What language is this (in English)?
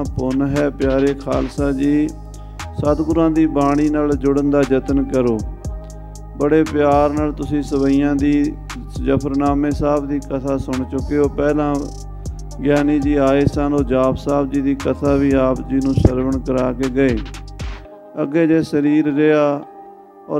Punjabi